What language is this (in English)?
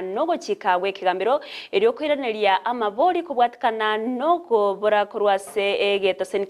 Gusii